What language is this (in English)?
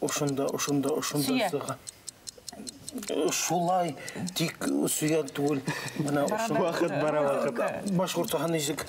Bashkir